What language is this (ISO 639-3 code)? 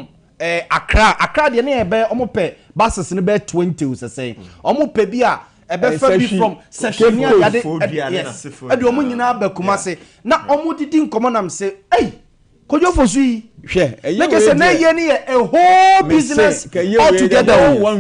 aka